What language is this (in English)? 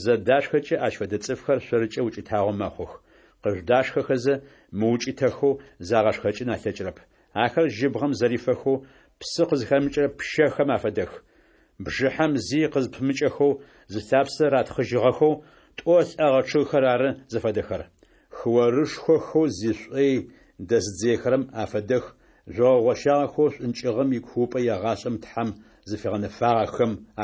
Adyghe